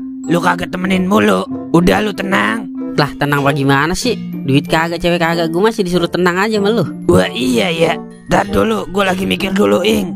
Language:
Betawi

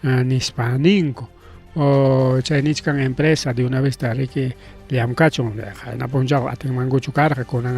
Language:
Ayacucho Quechua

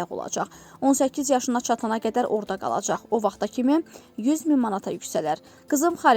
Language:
Azerbaijani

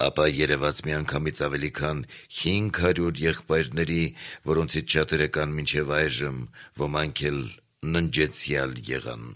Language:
Armenian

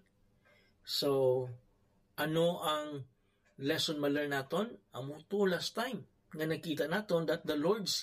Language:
Hiligaynon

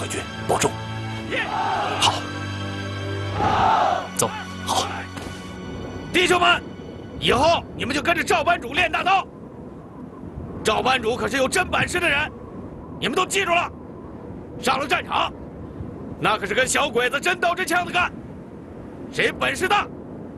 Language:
Chinese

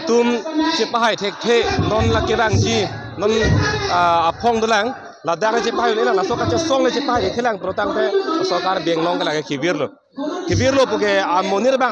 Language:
Karbi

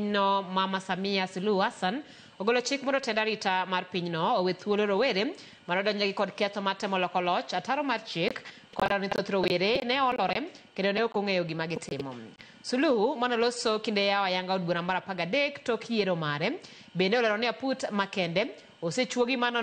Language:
Luo (Kenya and Tanzania)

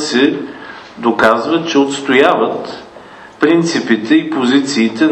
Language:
Bulgarian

